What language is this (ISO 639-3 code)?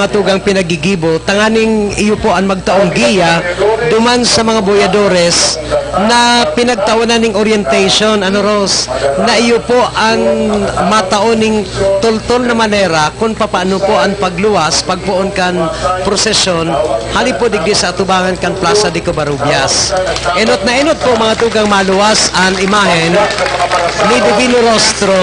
bik